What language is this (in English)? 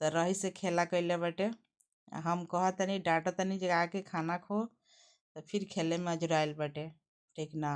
Bhojpuri